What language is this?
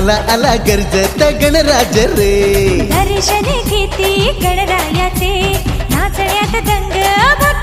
Marathi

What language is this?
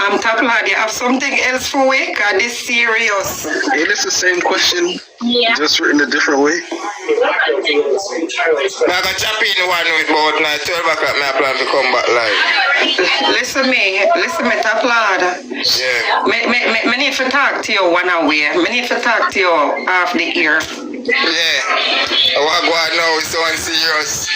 Jamaican Creole English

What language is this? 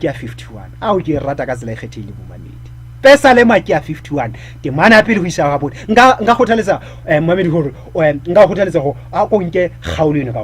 Southern Sotho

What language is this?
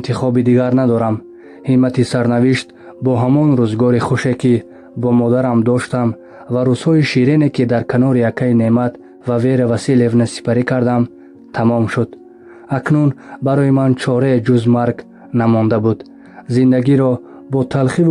Tajik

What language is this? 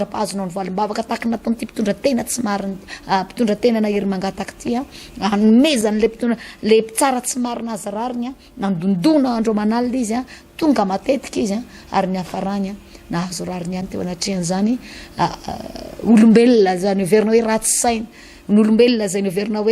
Malagasy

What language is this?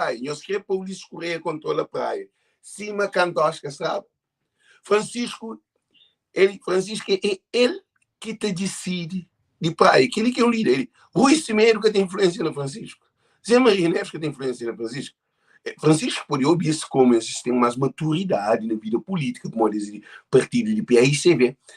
Kabuverdianu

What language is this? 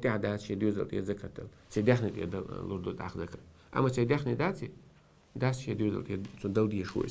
Chechen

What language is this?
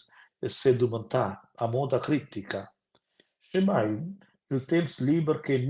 Romansh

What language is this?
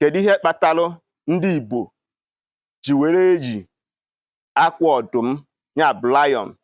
Igbo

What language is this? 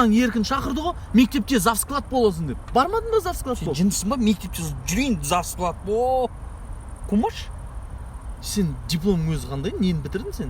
Kazakh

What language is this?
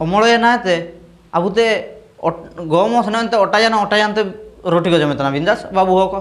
Ho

